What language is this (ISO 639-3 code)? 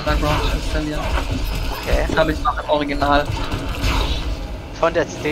deu